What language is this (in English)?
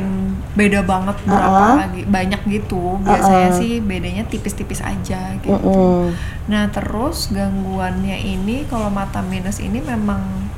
Indonesian